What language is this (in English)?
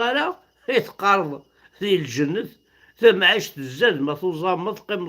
Kabyle